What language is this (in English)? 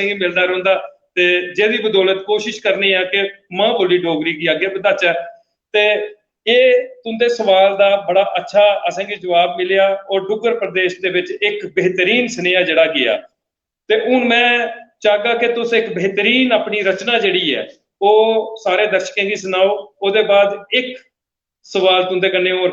Dogri